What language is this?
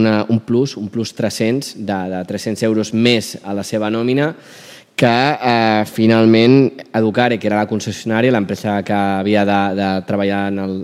Catalan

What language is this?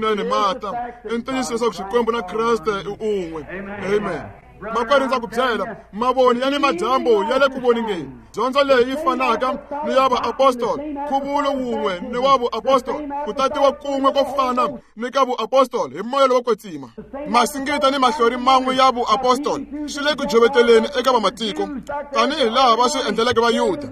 Tsonga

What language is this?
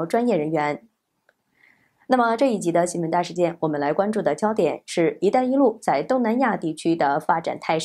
Chinese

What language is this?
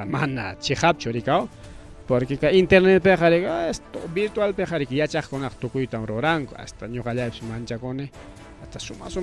Ayacucho Quechua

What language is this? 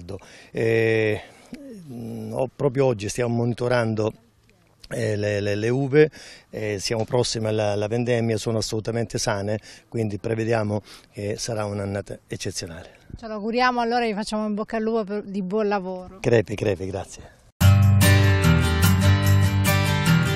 Italian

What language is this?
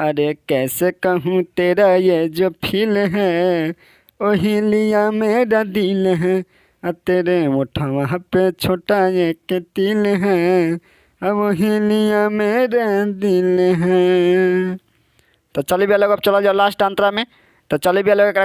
Bhojpuri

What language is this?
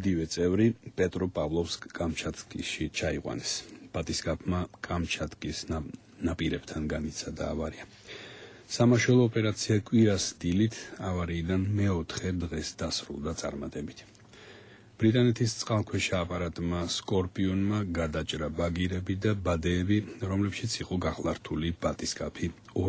Georgian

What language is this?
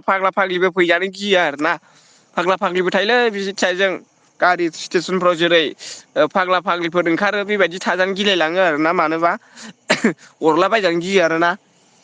Bodo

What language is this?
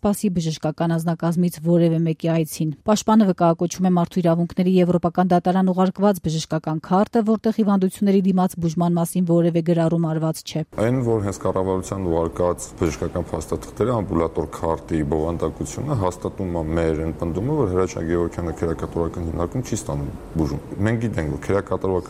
Armenian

